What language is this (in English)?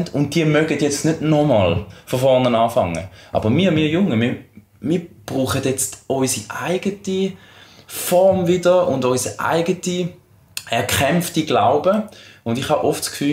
Swiss German